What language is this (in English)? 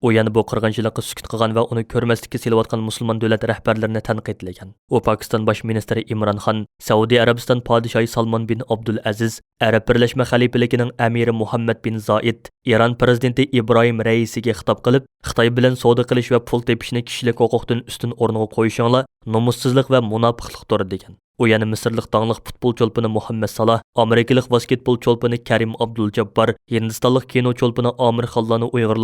Uyghur